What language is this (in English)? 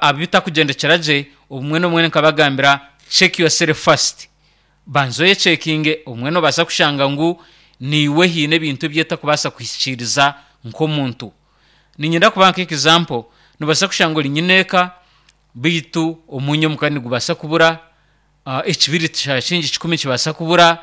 Nyankole